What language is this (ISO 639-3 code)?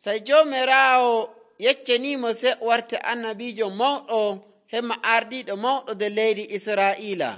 fuv